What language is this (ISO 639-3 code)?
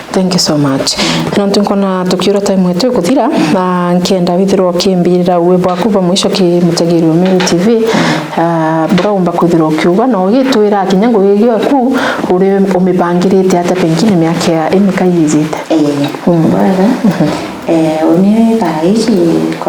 mer